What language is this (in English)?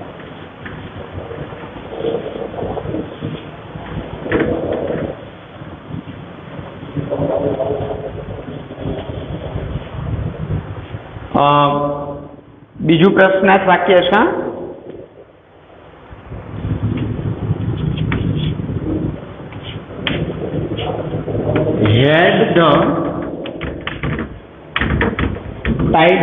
Gujarati